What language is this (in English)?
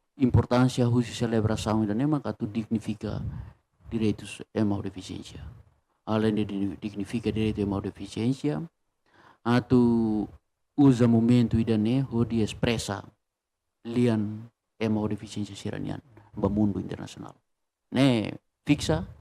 Tetum